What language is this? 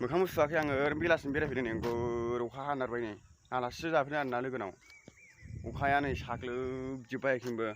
Bodo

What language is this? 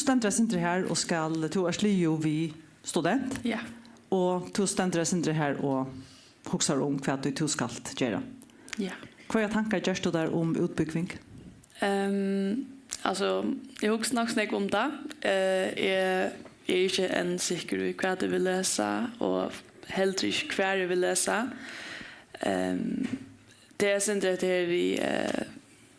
Faroese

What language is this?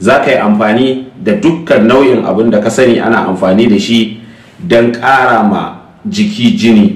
Hausa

